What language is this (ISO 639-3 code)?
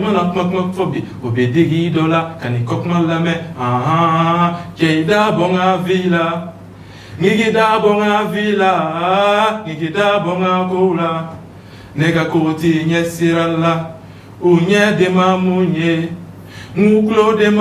bam